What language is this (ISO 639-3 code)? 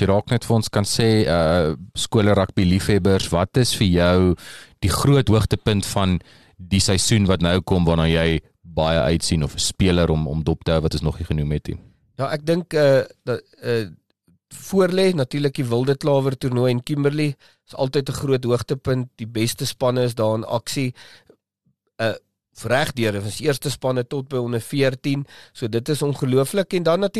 afr